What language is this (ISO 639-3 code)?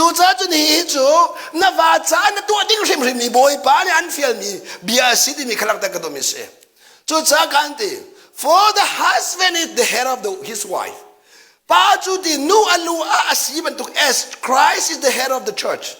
cnh